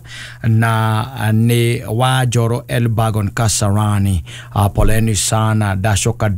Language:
Kikuyu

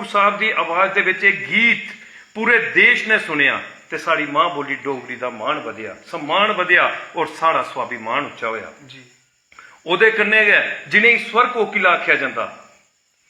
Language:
Dogri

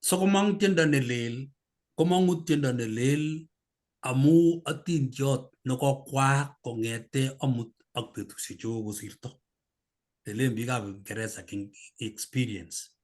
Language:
Kalenjin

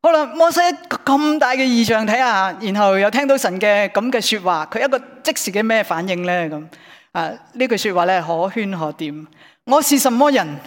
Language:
Cantonese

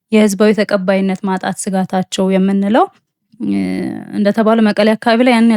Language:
Amharic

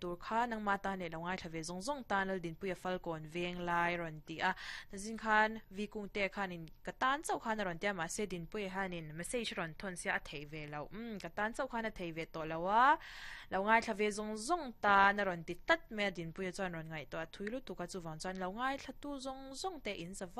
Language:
Mizo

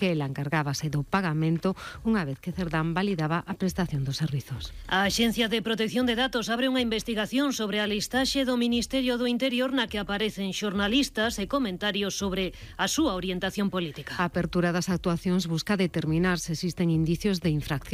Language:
Galician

